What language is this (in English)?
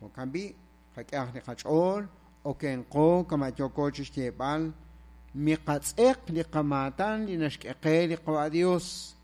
Kekchí